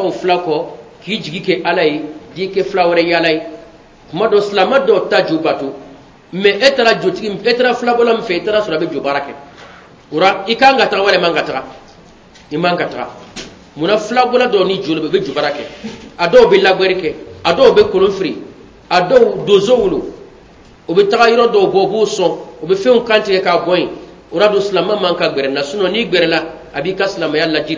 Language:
Bambara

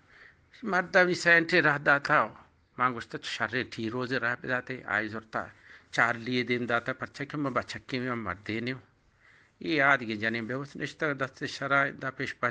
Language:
Eastern Balochi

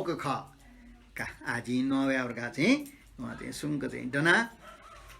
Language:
Newari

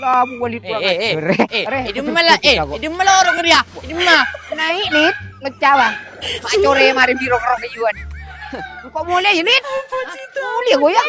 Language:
Madurese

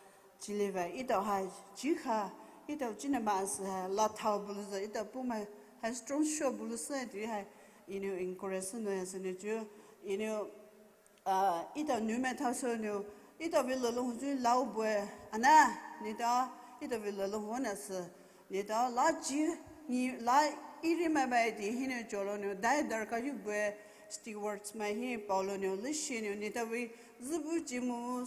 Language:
Poumei Naga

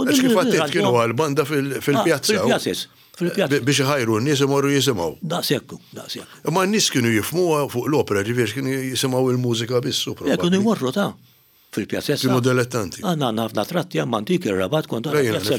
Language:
Maltese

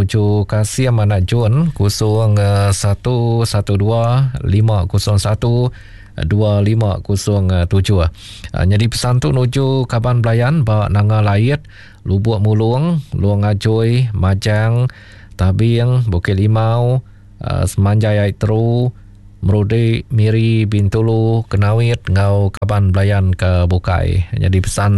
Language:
Iban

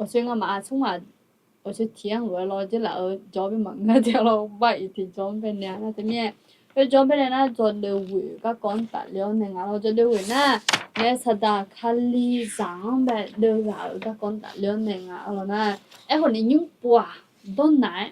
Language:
Akha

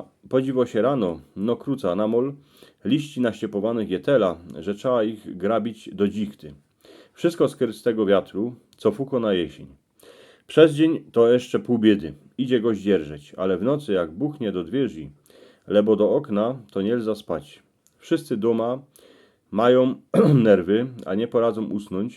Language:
Silesian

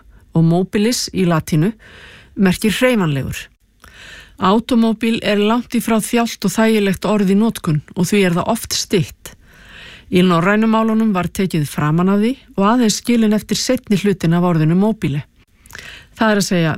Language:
Icelandic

